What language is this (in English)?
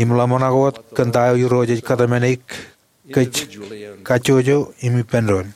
Marshallese